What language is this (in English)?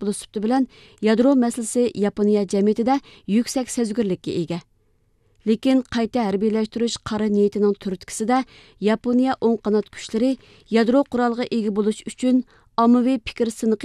Uyghur